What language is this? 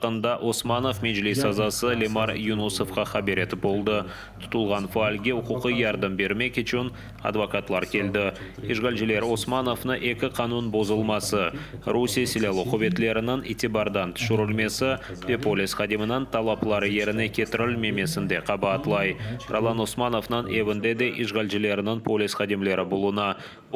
Crimean Tatar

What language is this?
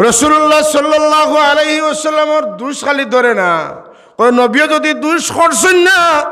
Sylheti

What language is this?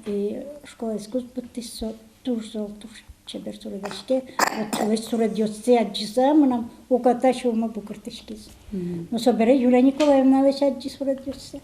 Udmurt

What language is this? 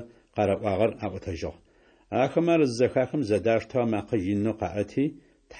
Adyghe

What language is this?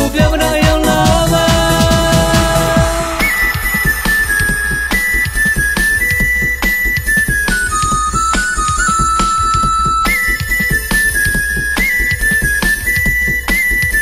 Burmese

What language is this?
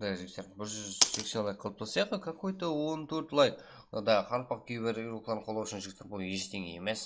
Kara-Kalpak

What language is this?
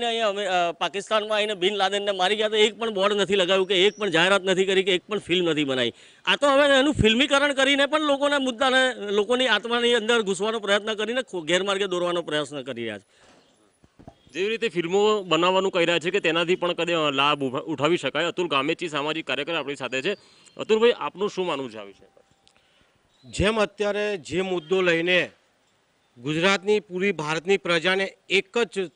Gujarati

